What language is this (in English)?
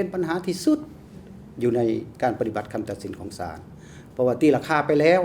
Lao